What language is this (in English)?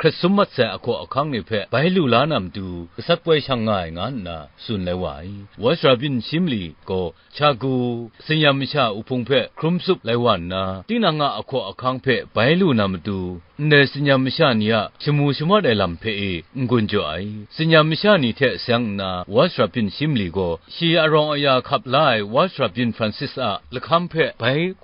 Kachin